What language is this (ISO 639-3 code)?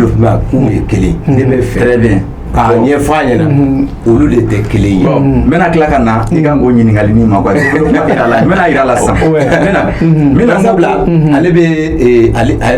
bam